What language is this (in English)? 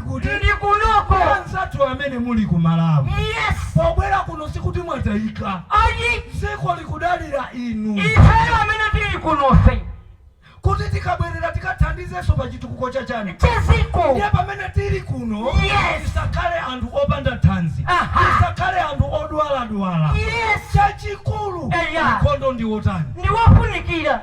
Nyanja